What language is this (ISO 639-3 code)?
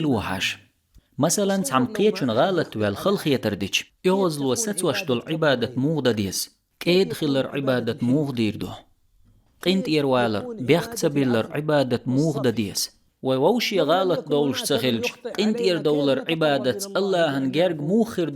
che